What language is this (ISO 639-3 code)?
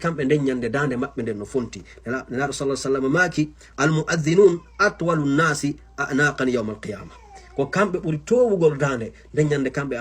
ful